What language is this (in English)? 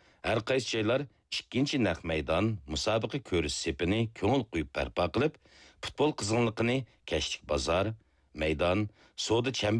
Uyghur